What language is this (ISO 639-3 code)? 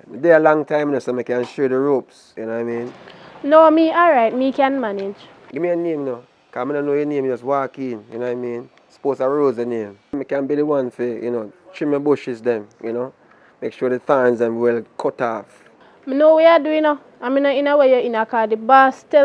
jam